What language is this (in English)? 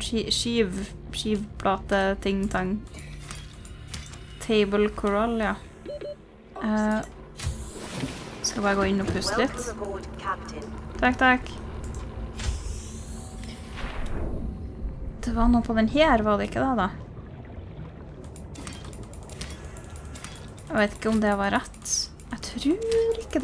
Norwegian